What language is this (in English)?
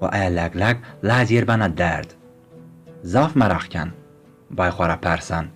Zaza